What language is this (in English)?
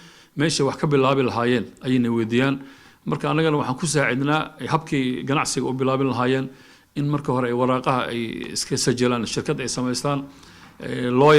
Somali